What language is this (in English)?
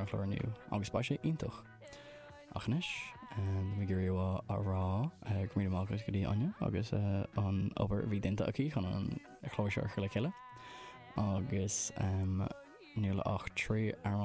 Irish